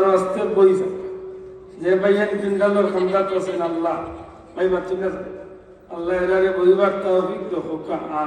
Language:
Sylheti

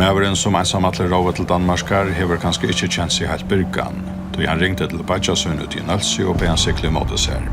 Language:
Faroese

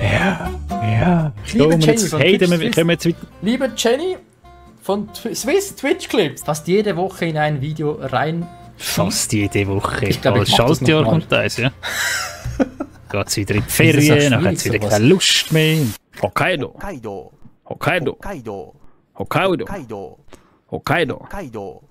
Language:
Swiss German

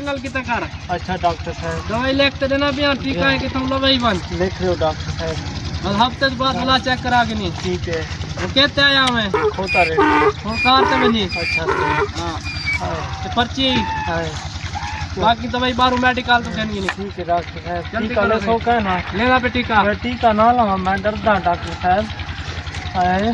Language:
Saraiki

